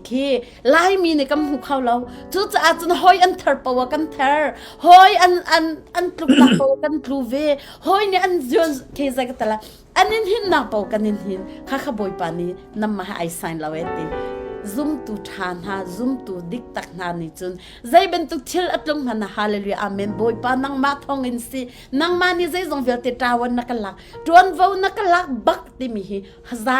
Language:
Hakha Chin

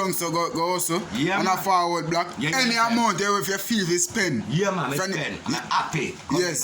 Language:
Jamaican Creole English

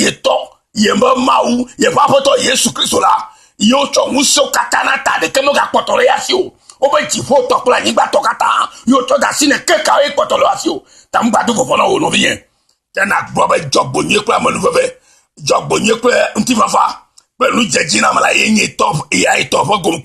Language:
Ewe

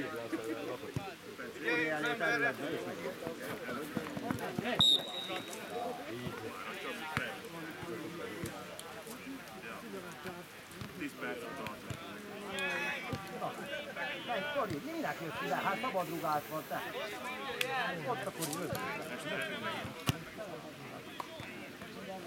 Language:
Hungarian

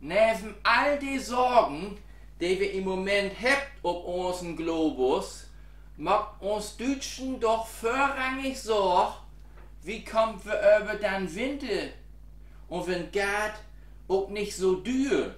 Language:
Low German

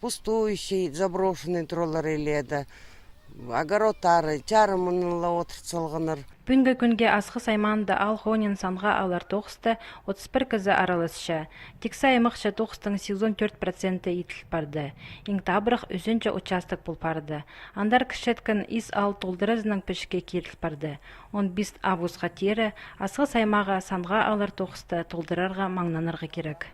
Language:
Khakas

